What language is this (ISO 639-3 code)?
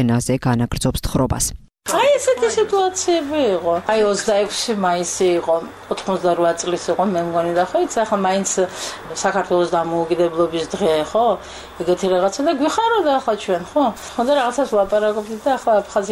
kat